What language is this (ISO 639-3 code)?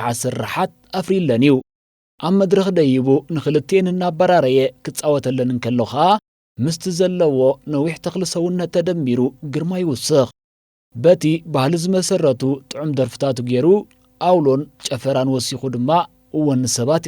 tir